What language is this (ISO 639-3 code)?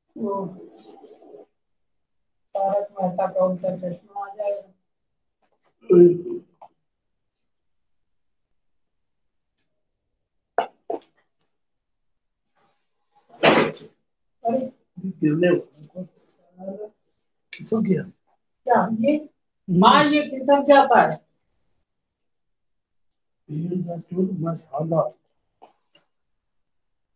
hin